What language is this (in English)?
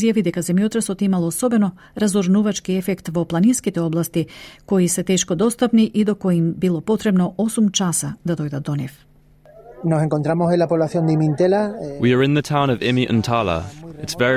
Macedonian